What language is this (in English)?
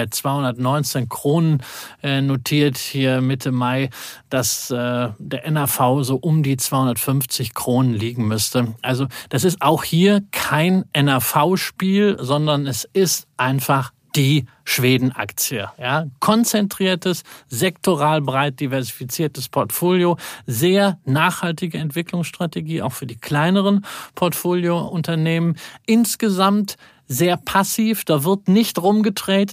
German